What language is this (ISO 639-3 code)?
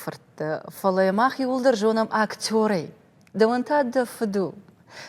oss